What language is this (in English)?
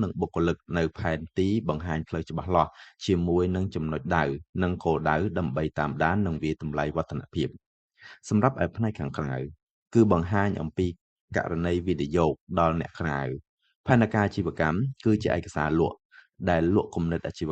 Khmer